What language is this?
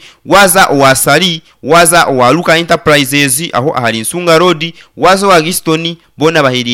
Nyankole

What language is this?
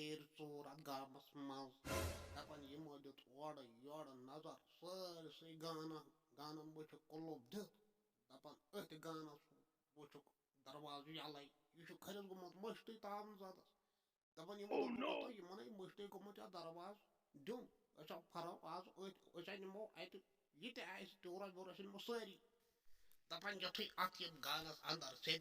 Kashmiri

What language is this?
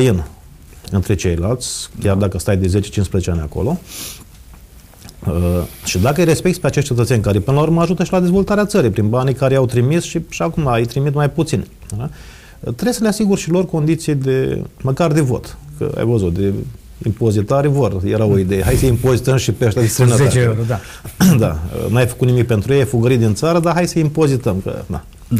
Romanian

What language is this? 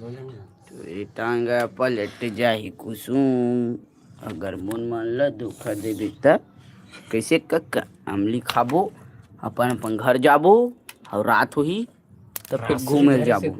Chhattisgarhi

